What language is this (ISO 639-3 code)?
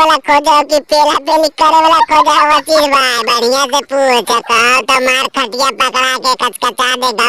mag